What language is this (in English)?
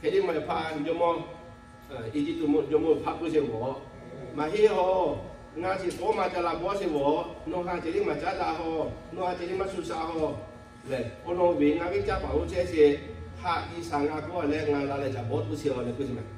Lahu